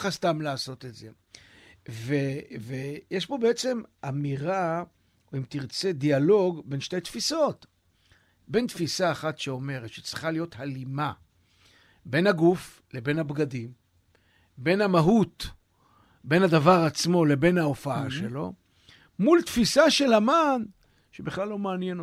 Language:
Hebrew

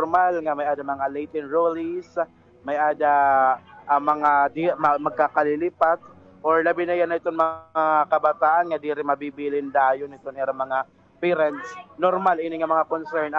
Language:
Waray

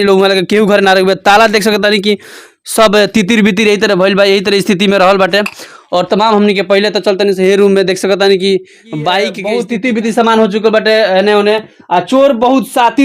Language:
Bhojpuri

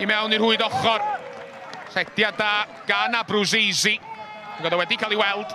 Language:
Welsh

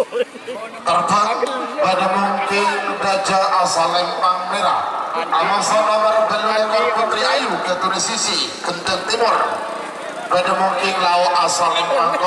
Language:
Madurese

